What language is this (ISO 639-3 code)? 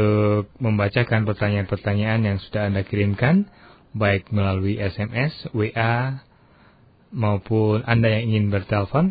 ind